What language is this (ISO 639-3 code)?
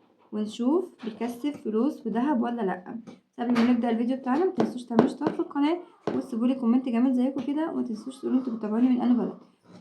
arz